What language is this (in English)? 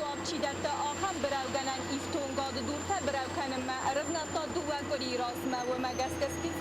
Ossetic